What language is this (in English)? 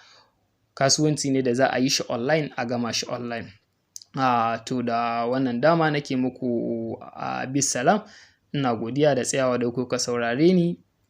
Hausa